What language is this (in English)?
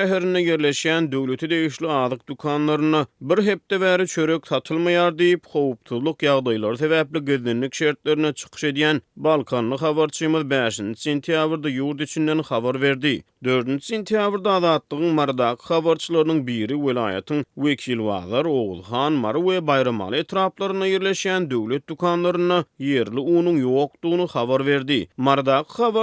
Turkmen